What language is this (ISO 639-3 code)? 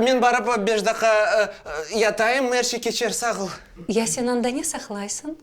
crh